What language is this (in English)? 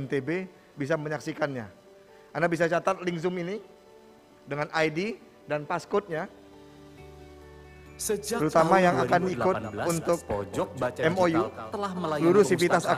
Indonesian